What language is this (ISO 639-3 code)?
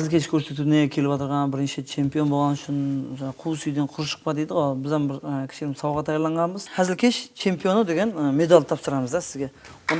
kaa